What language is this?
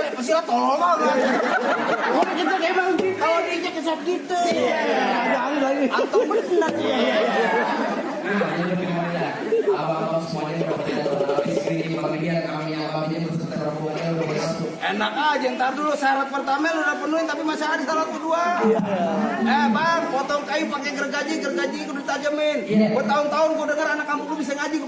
Betawi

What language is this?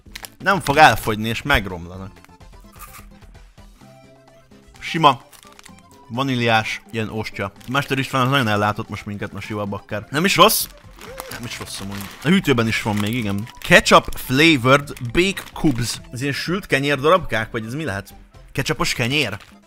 Hungarian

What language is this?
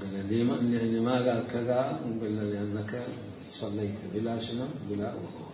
Mesopotamian Arabic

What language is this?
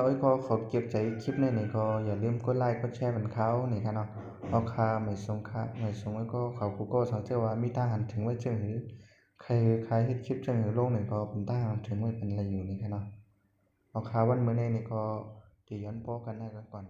Shan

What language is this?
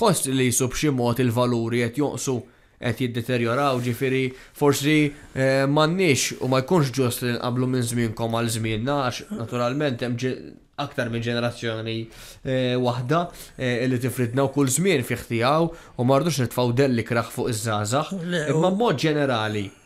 Maltese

